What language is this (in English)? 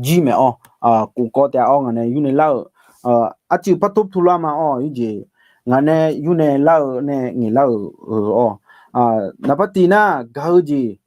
Akha